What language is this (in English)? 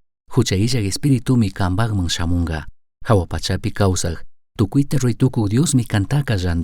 Chimborazo Highland Quichua